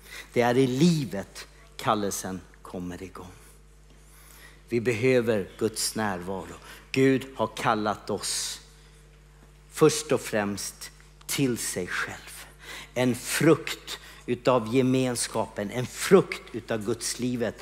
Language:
Swedish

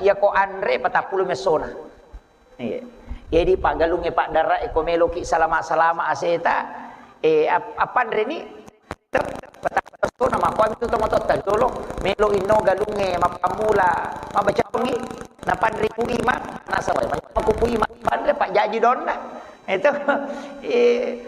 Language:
Buginese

